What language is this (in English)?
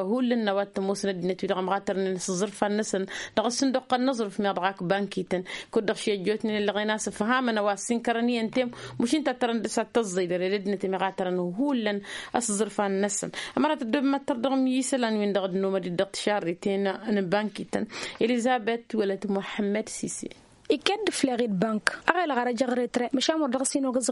Tamasheq